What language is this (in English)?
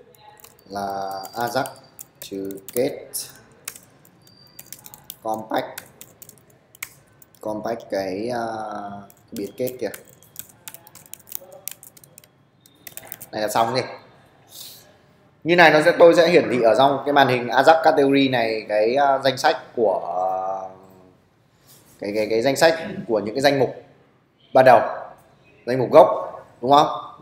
Vietnamese